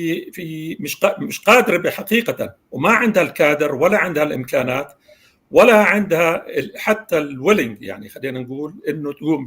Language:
North Levantine Arabic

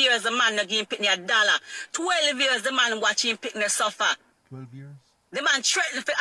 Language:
Jamaican Creole English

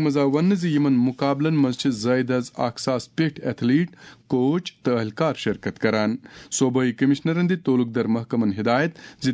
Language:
Kashmiri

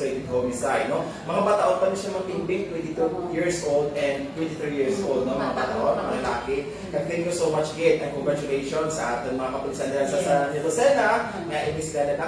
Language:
Hiligaynon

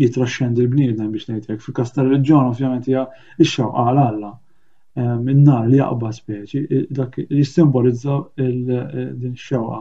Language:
Maltese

